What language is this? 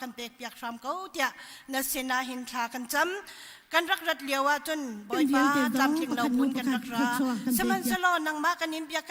Hakha Chin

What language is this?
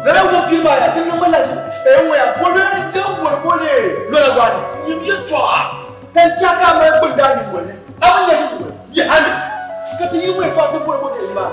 Dagbani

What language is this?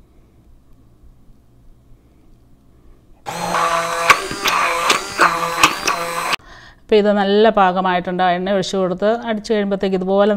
Malayalam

